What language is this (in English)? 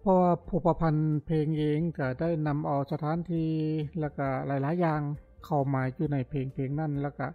Lao